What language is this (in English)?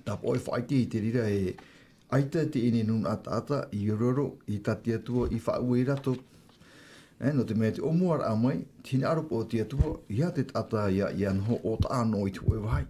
Tahitian